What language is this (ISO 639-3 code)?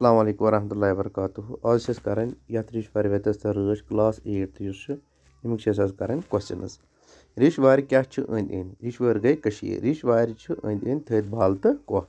kas